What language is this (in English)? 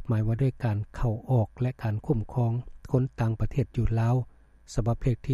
Lao